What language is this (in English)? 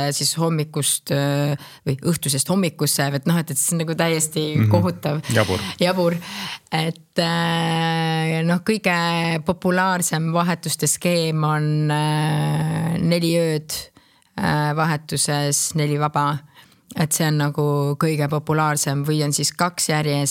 Estonian